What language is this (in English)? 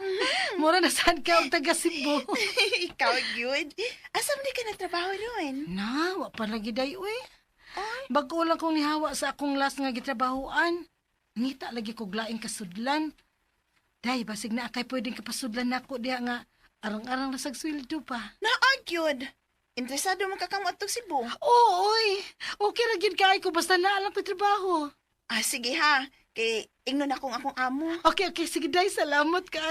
Cebuano